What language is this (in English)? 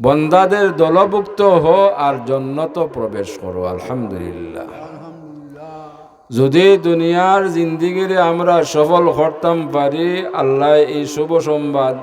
Sylheti